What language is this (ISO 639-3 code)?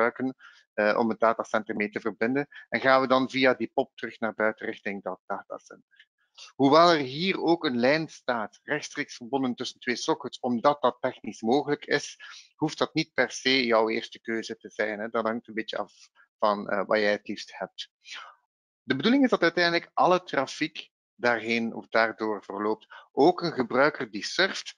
nld